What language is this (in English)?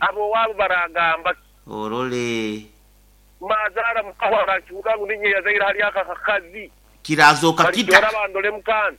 Nyankole